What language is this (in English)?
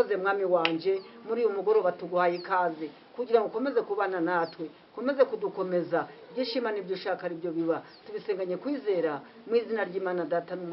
Kinyarwanda